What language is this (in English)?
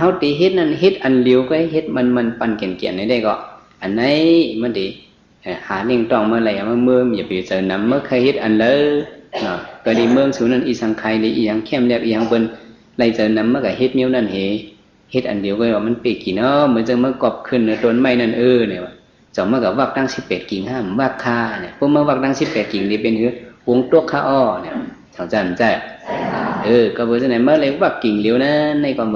Shan